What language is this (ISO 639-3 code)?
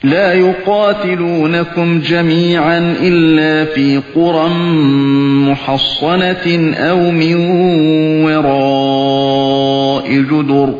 uig